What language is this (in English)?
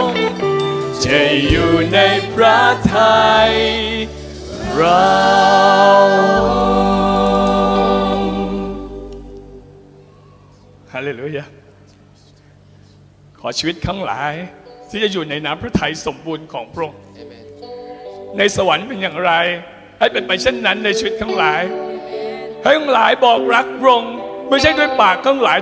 Thai